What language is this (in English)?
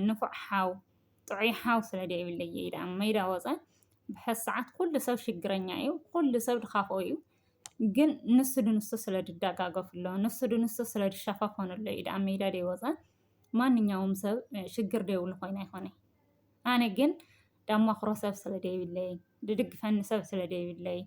Tigrinya